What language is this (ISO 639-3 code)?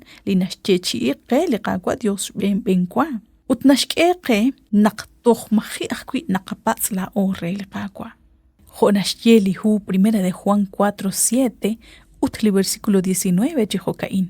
kek